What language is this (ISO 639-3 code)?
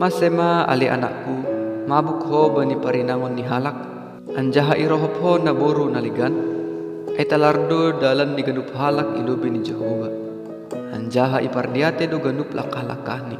bts